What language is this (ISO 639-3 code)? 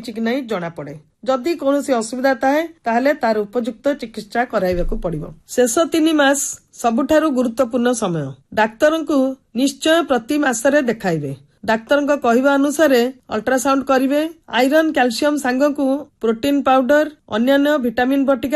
ori